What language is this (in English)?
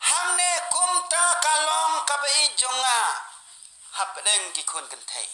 Khasi